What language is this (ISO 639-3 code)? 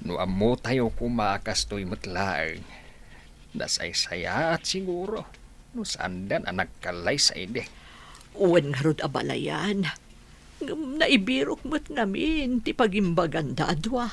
ilo